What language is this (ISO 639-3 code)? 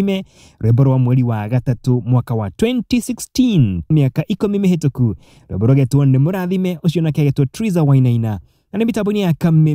kik